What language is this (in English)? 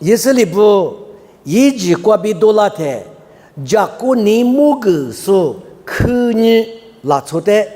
Lisu